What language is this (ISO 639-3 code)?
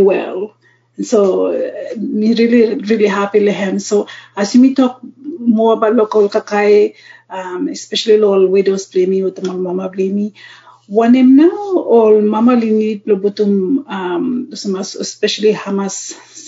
bis